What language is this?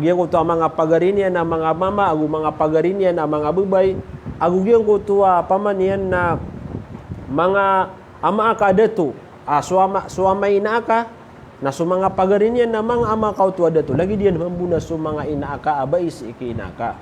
Maranao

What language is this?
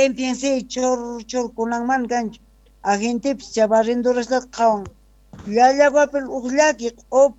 South Bolivian Quechua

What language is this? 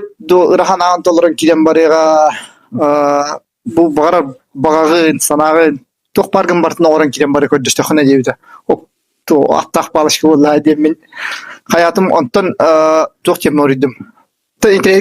Yakut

